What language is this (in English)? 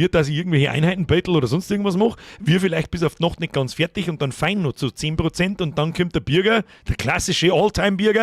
Bavarian